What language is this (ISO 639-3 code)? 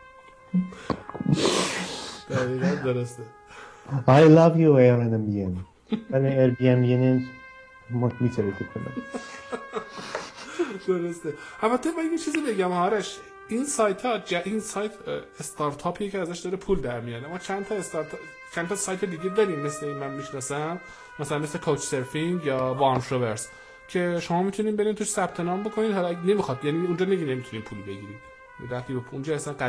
fas